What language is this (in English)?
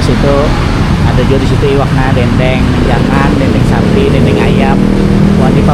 Banjar